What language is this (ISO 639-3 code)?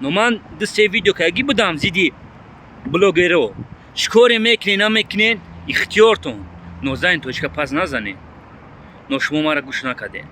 tgk